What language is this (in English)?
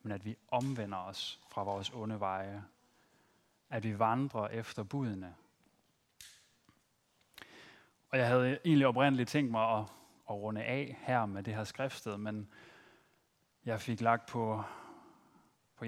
Danish